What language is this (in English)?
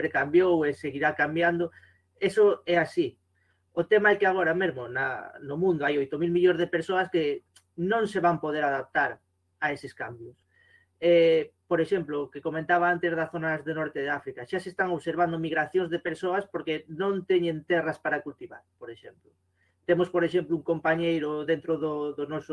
Galician